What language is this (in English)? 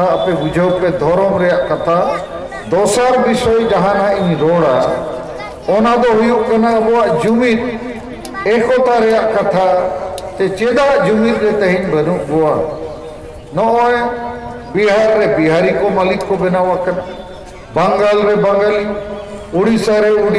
Santali